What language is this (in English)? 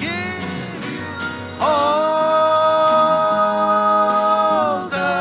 Marshallese